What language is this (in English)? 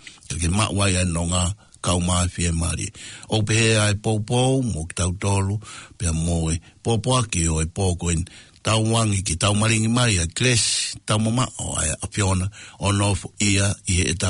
Tongan